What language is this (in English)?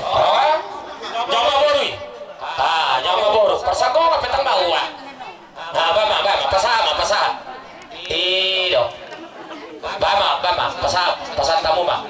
Batak Toba